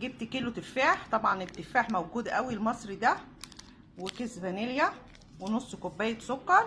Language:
Egyptian Arabic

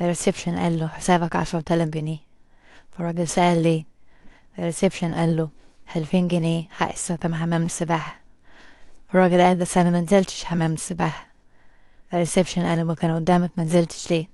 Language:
Egyptian Arabic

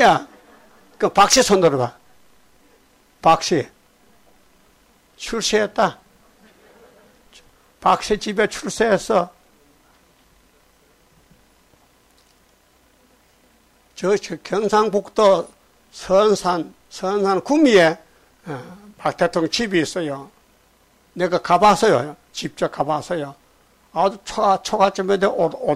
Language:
Korean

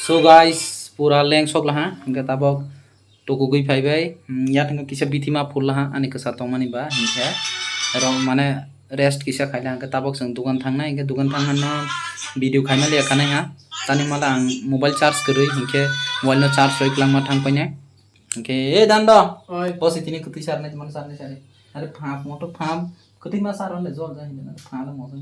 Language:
Kok Borok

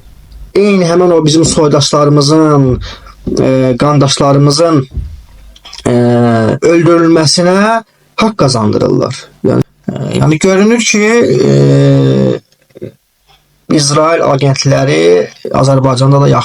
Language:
Azerbaijani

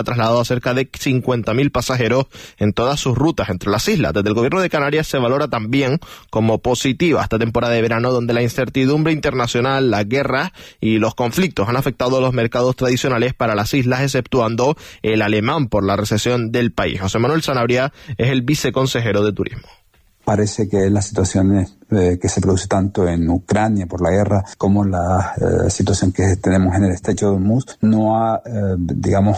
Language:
Spanish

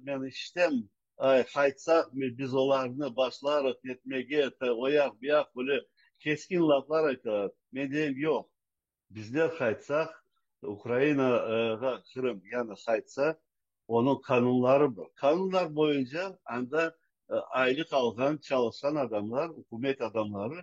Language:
Crimean Tatar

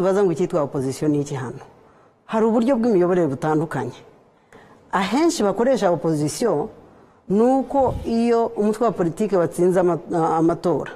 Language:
Kinyarwanda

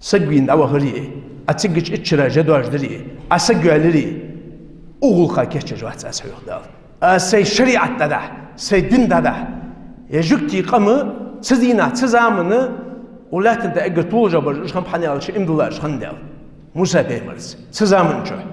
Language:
Ingush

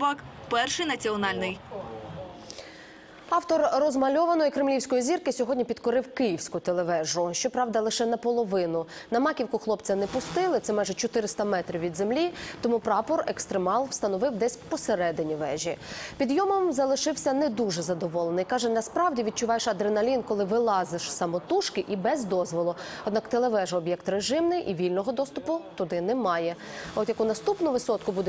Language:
Ukrainian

